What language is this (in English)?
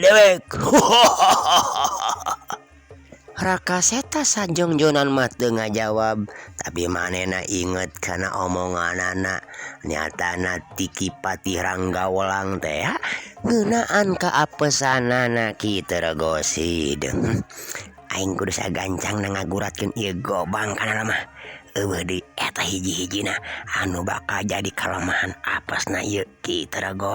Sundanese